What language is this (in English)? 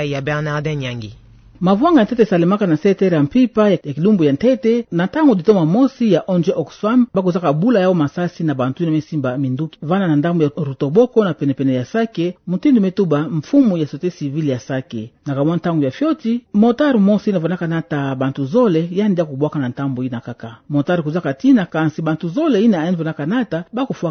Kituba (Democratic Republic of Congo)